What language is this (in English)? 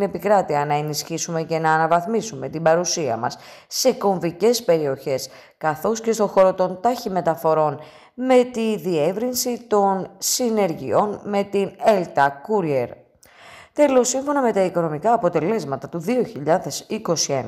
Greek